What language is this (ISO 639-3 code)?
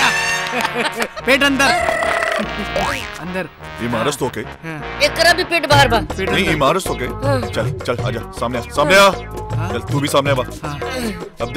bho